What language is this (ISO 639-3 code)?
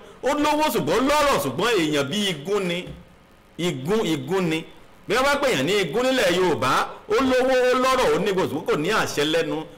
yor